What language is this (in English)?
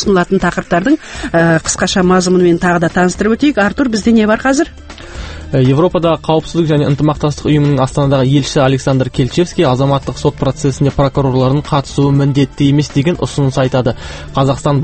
Kazakh